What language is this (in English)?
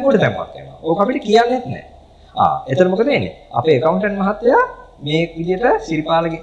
Sinhala